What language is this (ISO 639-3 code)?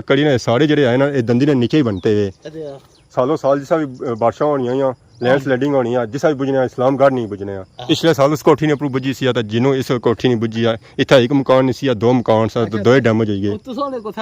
phr